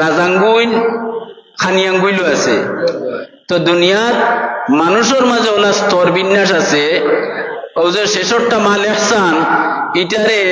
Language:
Sylheti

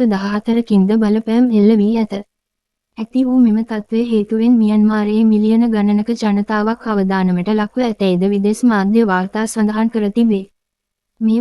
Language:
Sinhala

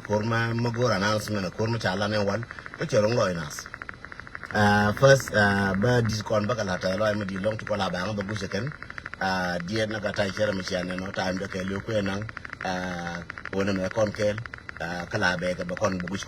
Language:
Nuer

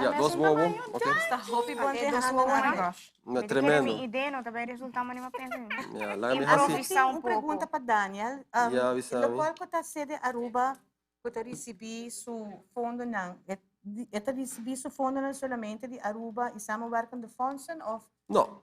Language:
Papiamento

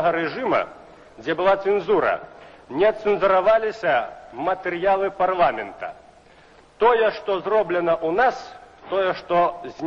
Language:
Belarusian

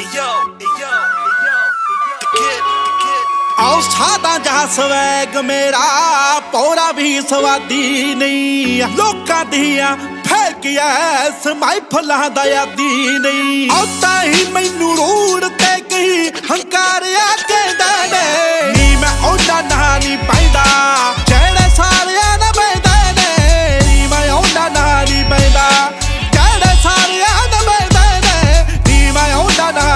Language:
Punjabi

